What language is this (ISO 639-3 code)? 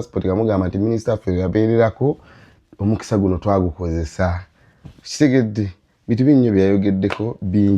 lug